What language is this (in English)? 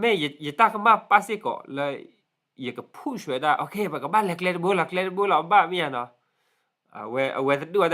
S'gaw Karen